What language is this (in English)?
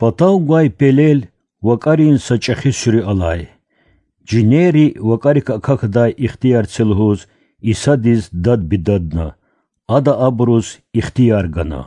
Lezghian